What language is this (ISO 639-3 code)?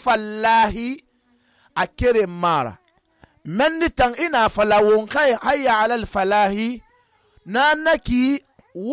sus